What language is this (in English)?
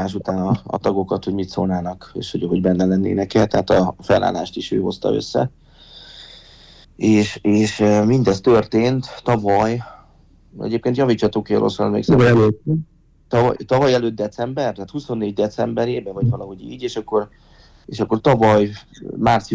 Hungarian